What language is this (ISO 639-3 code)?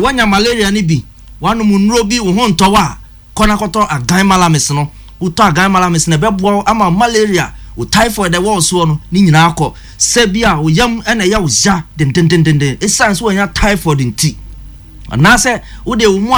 aka